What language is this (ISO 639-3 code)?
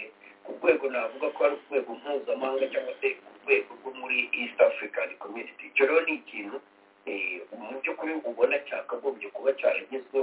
kin